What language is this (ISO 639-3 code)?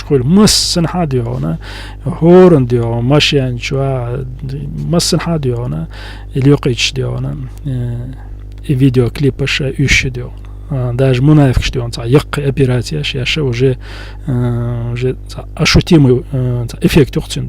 che